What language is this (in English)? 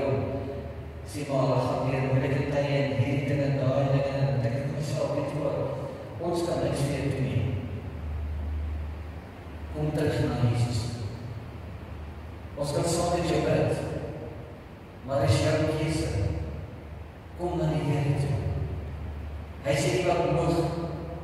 Afrikaans